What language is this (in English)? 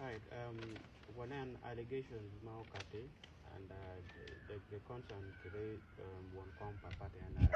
Acoli